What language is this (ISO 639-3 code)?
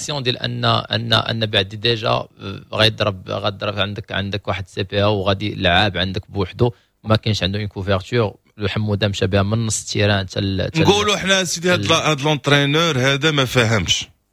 ary